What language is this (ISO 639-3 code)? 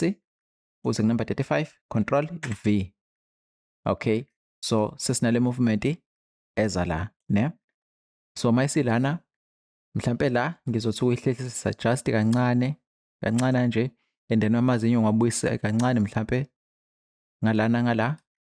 zul